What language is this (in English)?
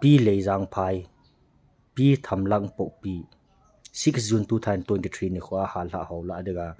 Thado Chin